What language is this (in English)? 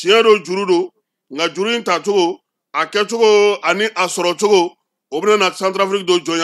Bambara